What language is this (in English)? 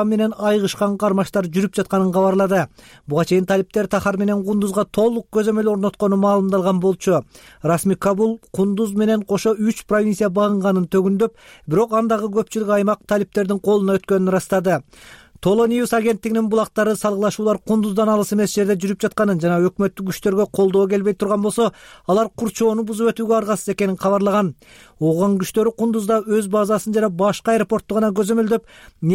Kyrgyz